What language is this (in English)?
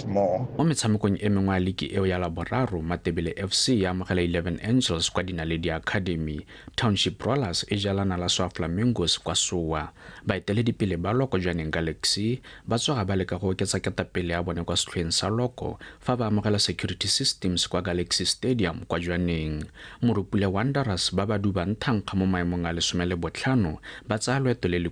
Tswana